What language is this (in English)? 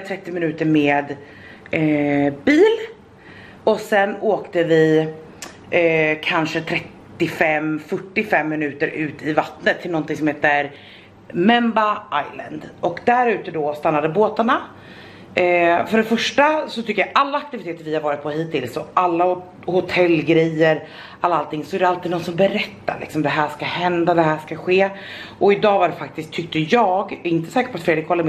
Swedish